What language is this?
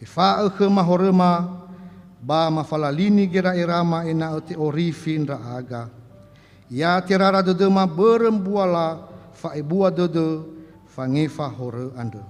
Nias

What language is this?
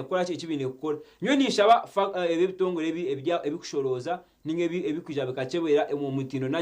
Nyankole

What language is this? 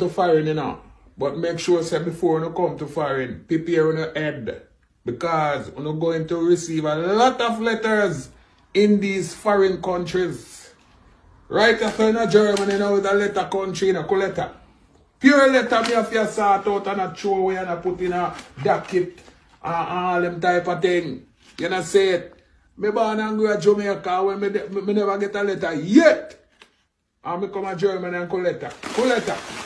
Jamaican Creole English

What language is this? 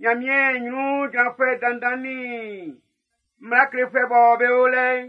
Baoulé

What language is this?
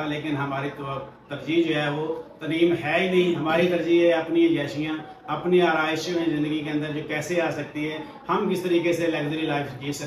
Hindi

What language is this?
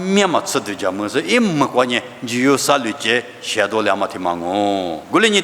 Lisu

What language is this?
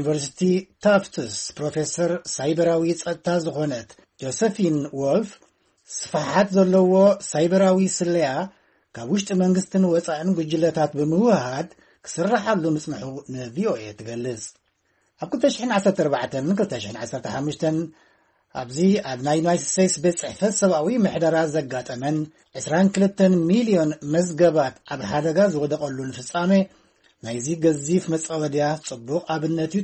Tigrinya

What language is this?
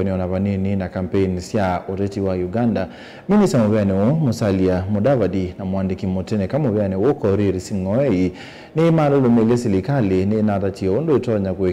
Kamba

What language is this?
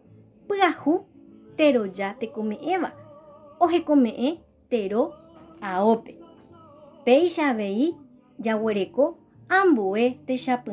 Guarani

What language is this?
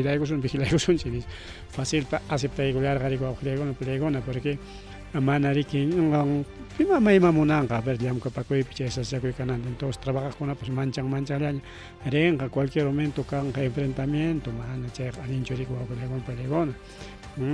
Ayacucho Quechua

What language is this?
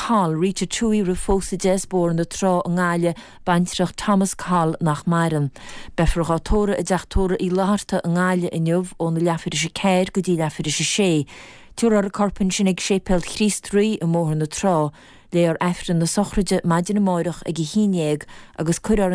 Irish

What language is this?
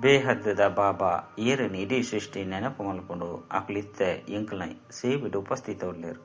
Tulu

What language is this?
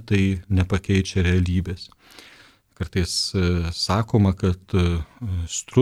Lithuanian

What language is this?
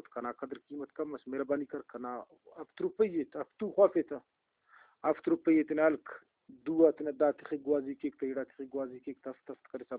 Brahui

